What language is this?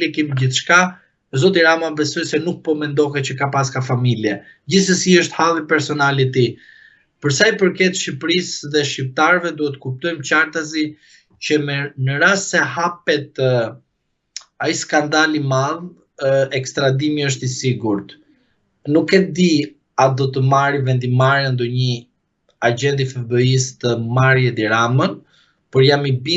Albanian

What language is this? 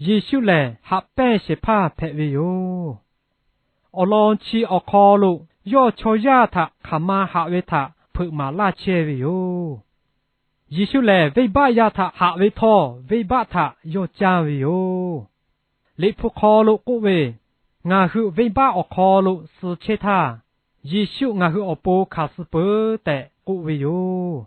Lahu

